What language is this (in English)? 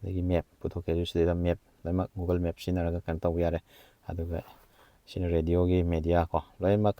Manipuri